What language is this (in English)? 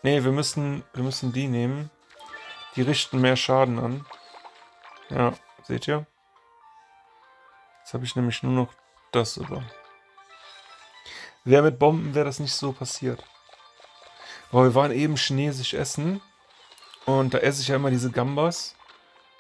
German